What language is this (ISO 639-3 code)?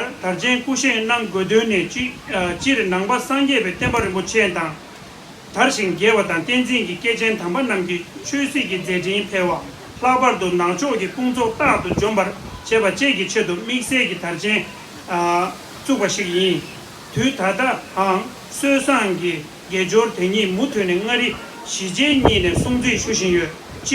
bod